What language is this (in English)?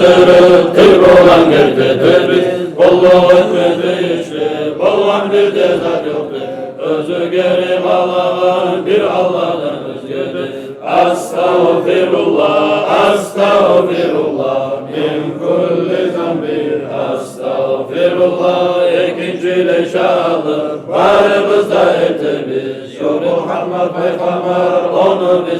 Kumyk